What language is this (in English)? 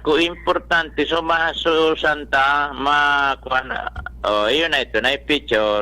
Bikol